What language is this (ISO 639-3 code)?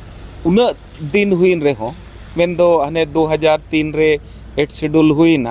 sat